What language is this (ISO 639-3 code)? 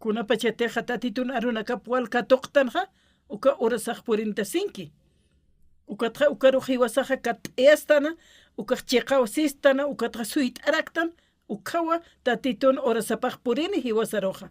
aym